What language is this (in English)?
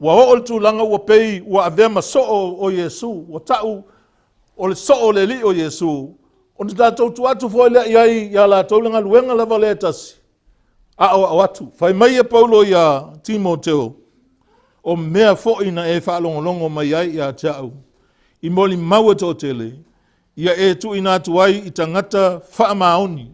Samoan